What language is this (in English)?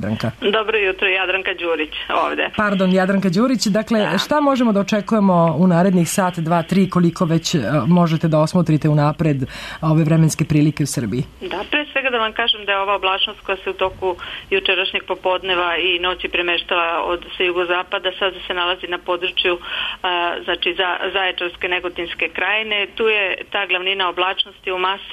Serbian